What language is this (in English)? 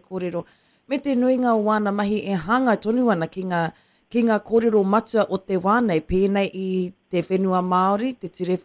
Māori